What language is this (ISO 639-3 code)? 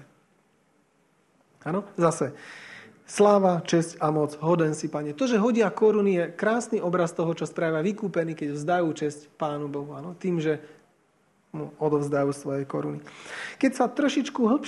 slk